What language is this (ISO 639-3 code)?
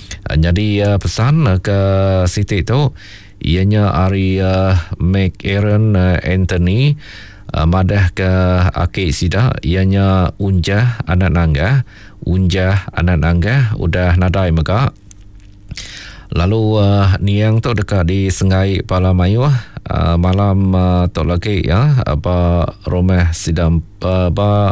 iba